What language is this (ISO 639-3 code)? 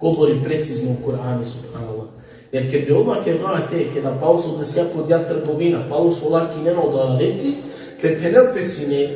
rmn